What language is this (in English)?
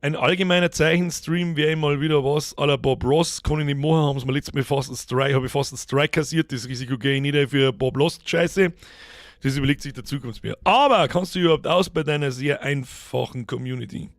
Bavarian